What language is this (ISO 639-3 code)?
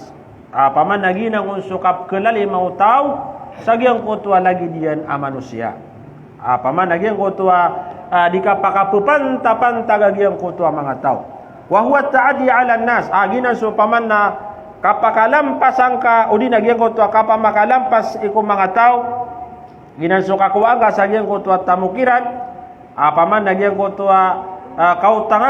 mrw